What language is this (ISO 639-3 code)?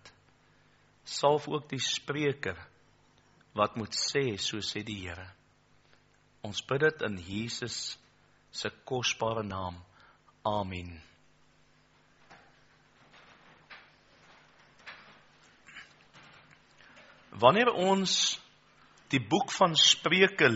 afr